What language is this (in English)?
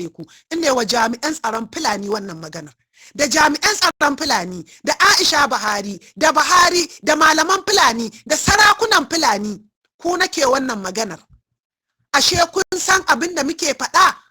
Hausa